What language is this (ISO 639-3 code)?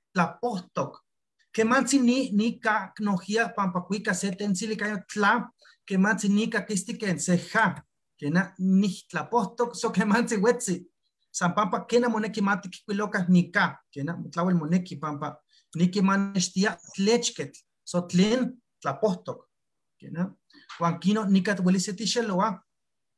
nhe